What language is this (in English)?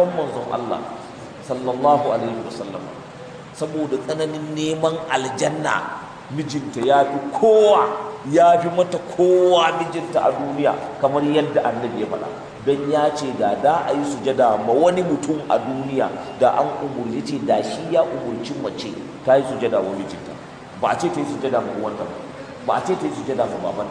Hausa